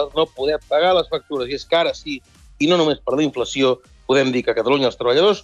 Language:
Catalan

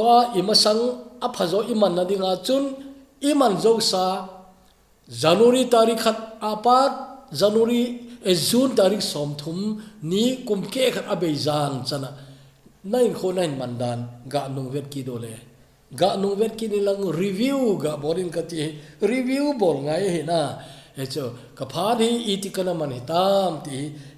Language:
Thado Chin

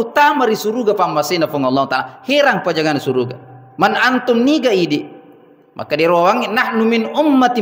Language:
Buginese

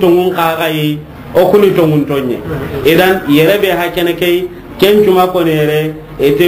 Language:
Soninke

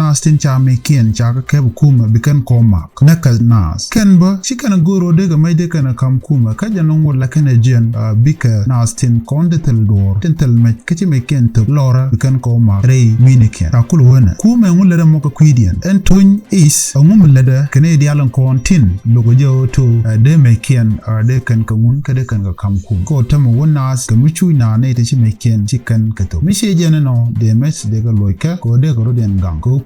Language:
Nuer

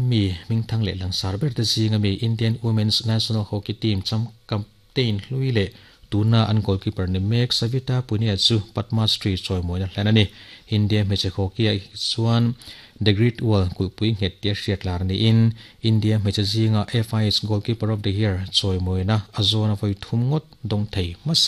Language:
Mizo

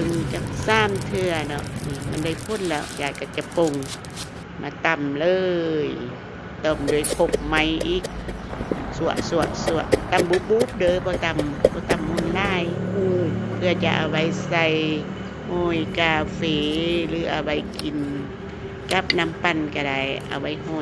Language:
Lao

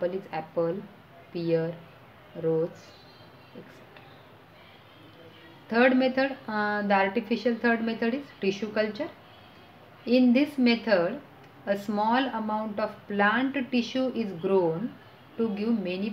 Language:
Marathi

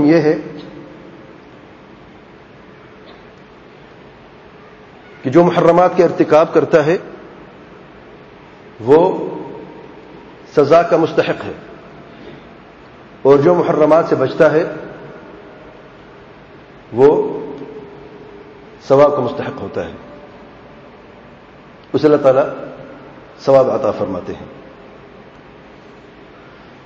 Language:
Urdu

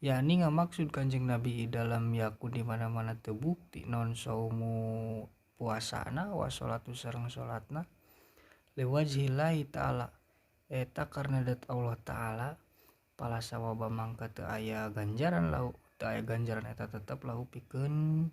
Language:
Sundanese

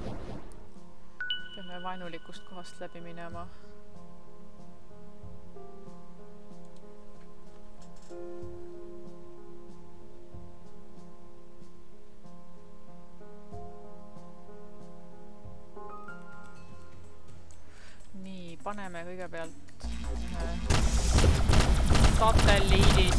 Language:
Estonian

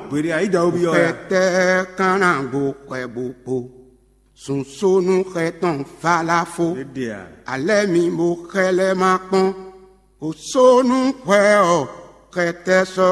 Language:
Fon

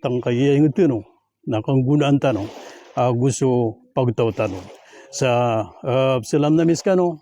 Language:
Maranao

